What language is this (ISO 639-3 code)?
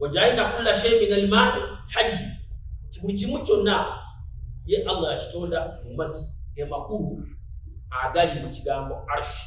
lug